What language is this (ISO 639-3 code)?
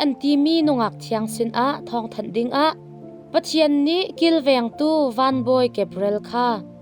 cnh